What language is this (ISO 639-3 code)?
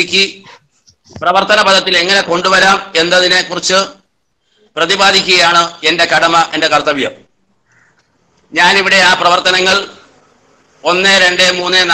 mal